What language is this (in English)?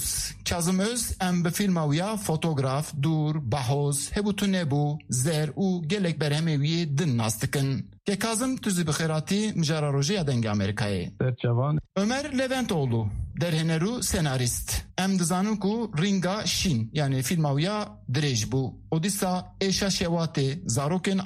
Kurdish